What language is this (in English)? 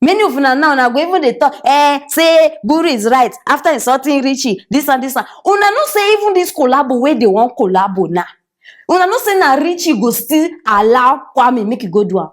Nigerian Pidgin